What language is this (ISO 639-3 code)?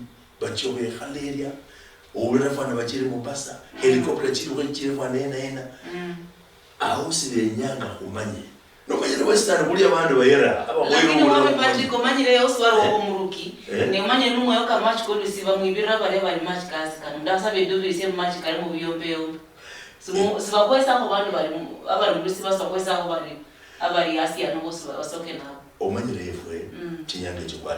luy